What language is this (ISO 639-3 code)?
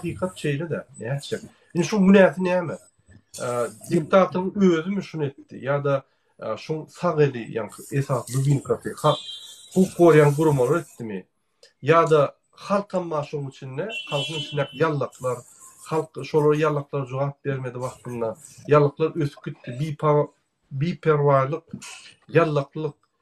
tuk